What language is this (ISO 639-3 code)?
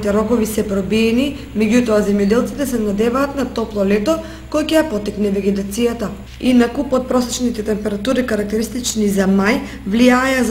mkd